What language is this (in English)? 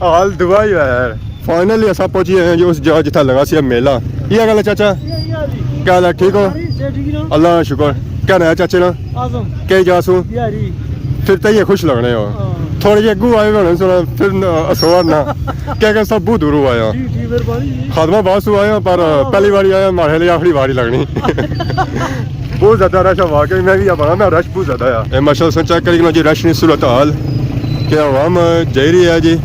Pahari-Potwari